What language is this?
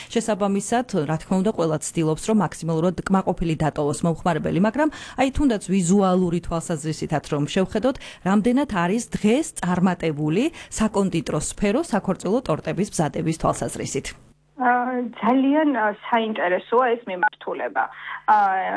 Georgian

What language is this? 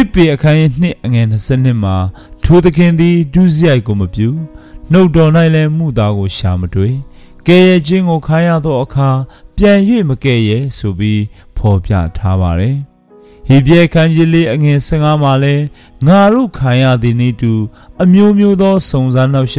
Burmese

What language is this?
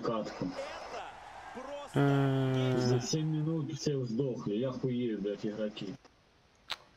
Russian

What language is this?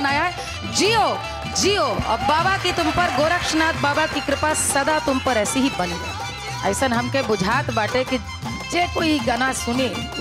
Bhojpuri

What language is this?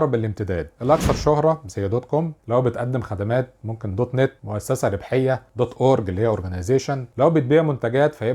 Egyptian Arabic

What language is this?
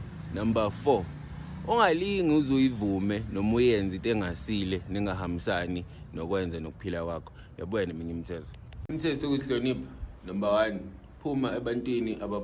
Zulu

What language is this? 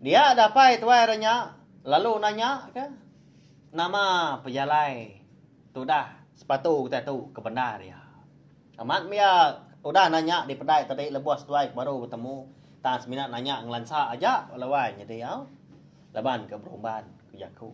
Iban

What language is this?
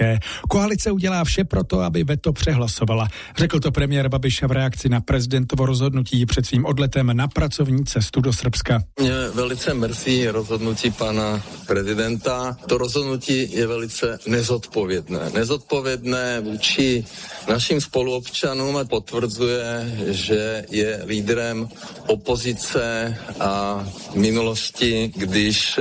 Czech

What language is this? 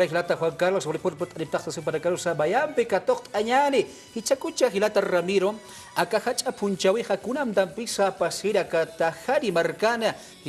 Aymara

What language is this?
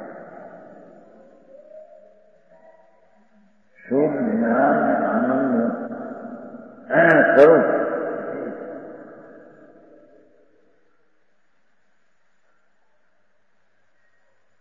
Gujarati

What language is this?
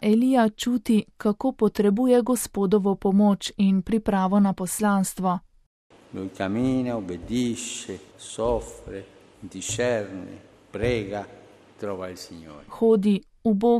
Slovenian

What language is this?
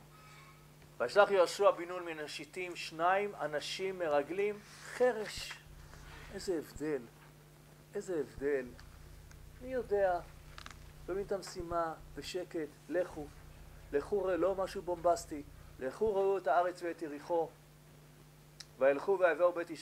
Hebrew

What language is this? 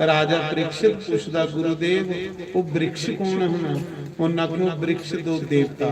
Dogri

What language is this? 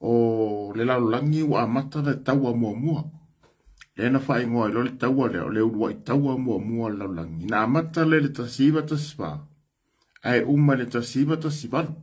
Samoan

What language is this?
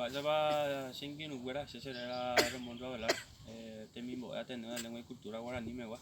Guarani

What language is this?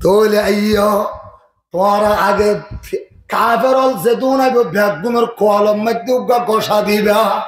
Rohingya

